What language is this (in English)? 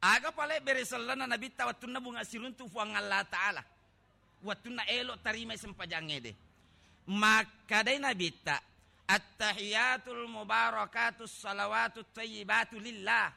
Buginese